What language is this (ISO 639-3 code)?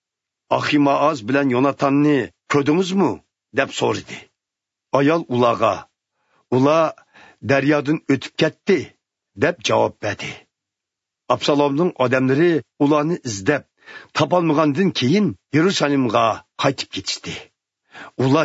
uig